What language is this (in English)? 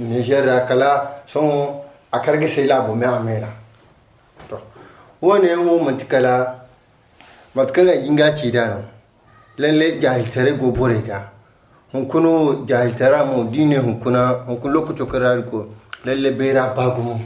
Zarma